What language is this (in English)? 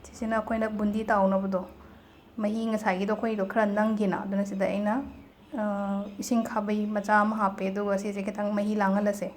Manipuri